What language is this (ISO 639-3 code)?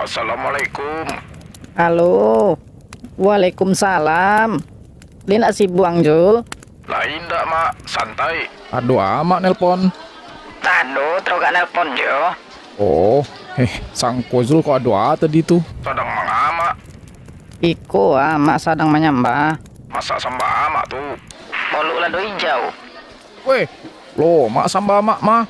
min